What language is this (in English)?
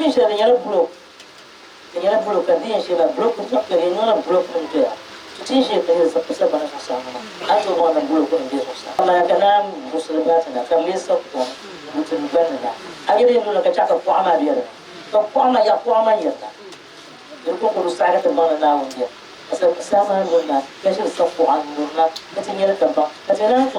Dagbani